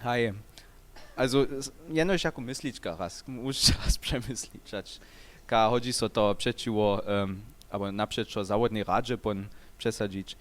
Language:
Upper Sorbian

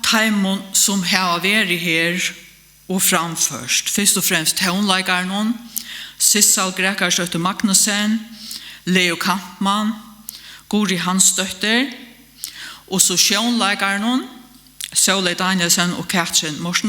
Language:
Faroese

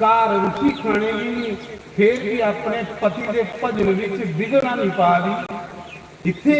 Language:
Dogri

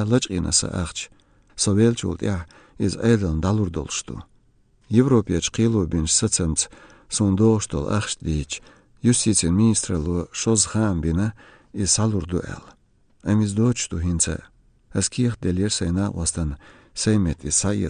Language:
Chechen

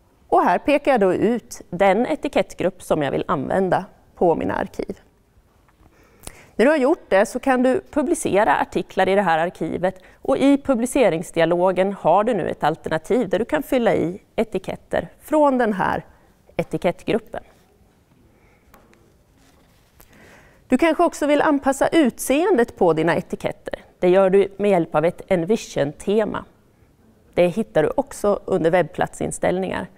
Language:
Swedish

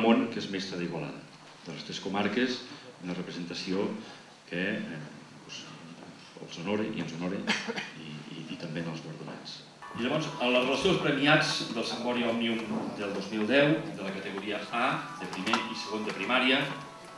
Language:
Catalan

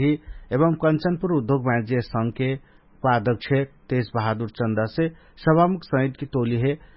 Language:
Dangaura Tharu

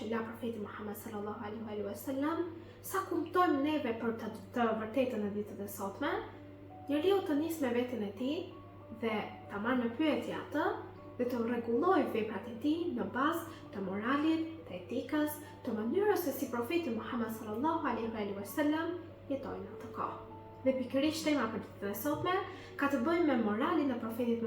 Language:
Albanian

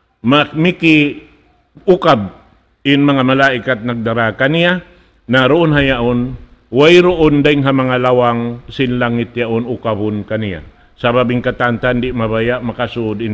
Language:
Tausug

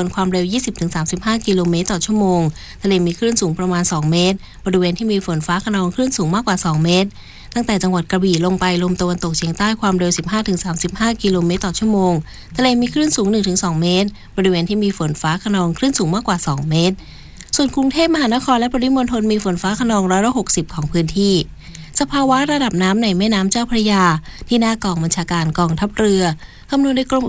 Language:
Thai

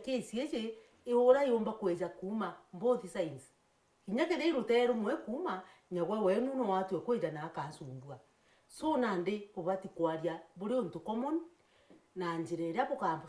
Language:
Meru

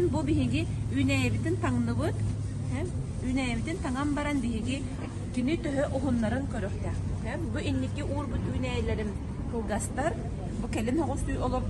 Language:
Yakut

